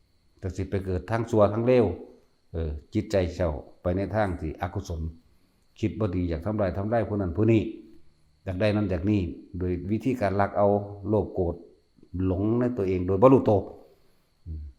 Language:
Northeastern Thai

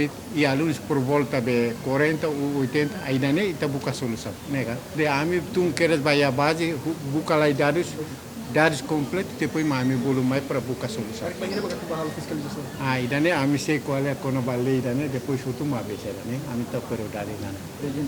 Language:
Tetum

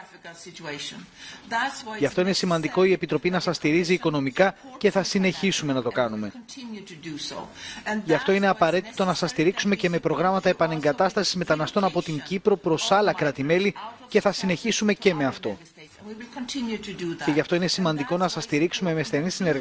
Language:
Greek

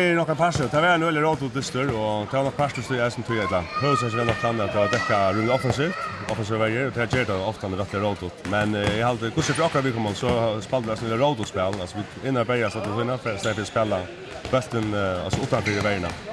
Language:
Faroese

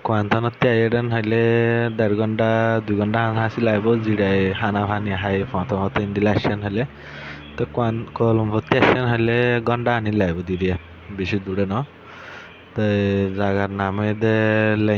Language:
Rohingya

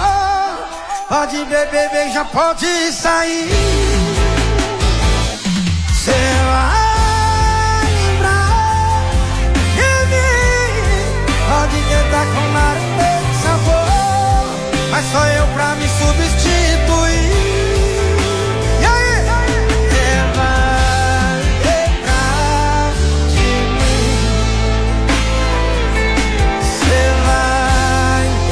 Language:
Portuguese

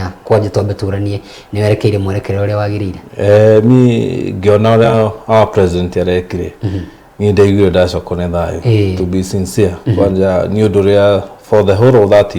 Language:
Kikuyu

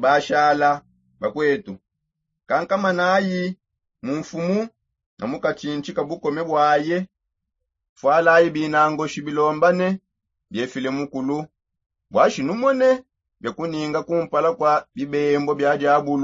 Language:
Songe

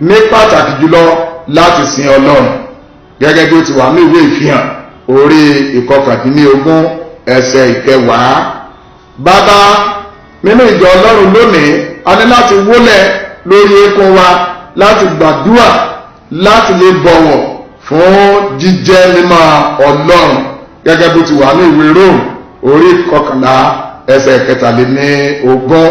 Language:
Yoruba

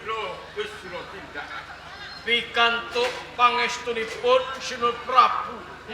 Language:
Javanese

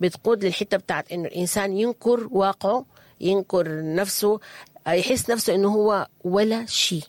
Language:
Sudanese Arabic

